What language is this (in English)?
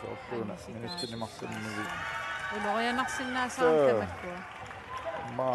Kalaallisut